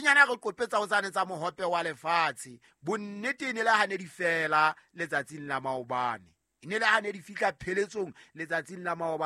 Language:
Southern Sotho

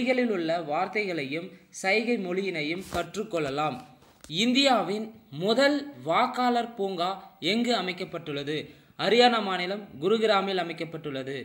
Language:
Tamil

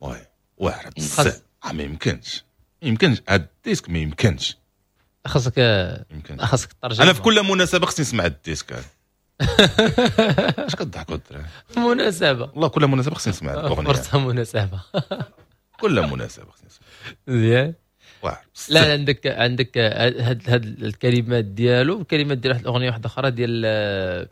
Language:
Moroccan Arabic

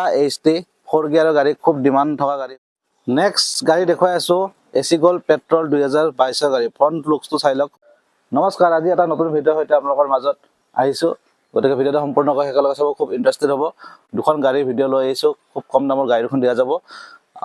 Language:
Assamese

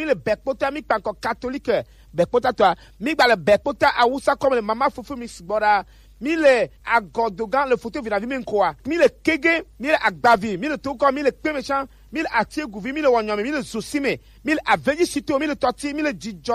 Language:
Gen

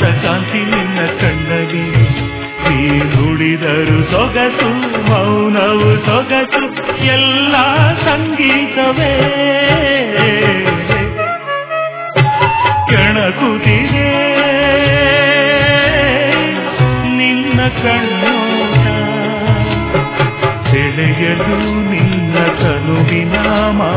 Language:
Kannada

